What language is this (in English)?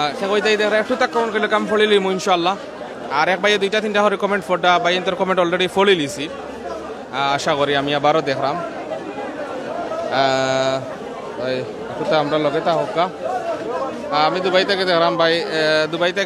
Sylheti